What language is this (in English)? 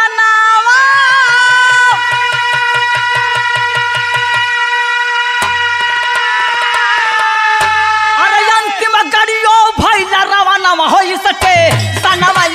Bhojpuri